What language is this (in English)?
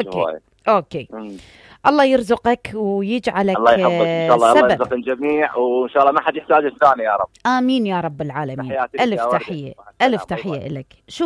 Mesopotamian Arabic